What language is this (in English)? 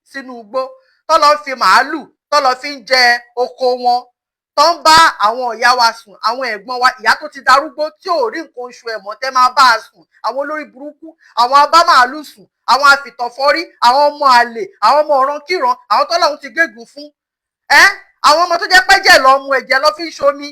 Yoruba